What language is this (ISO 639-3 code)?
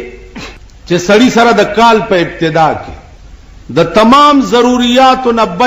pus